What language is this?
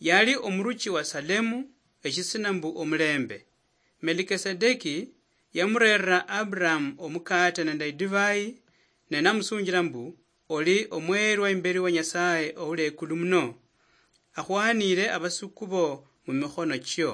Luyia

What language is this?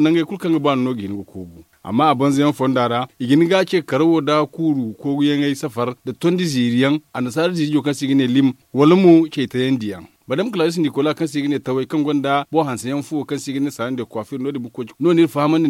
Zarma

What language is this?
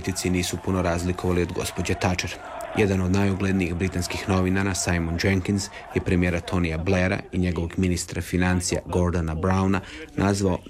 Croatian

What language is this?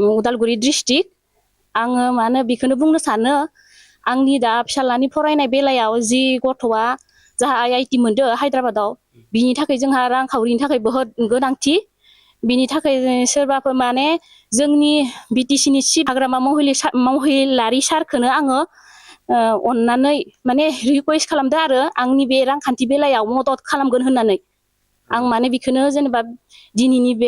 Bodo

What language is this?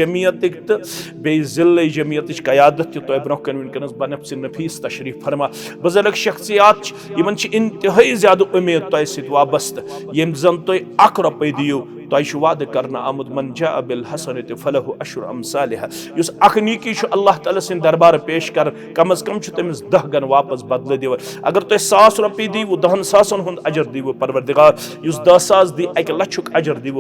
Kashmiri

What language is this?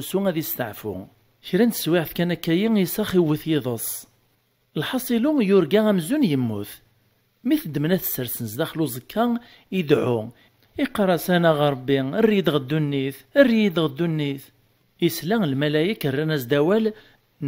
Kabyle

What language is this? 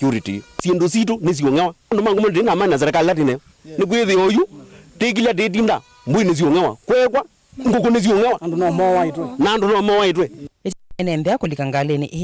Kamba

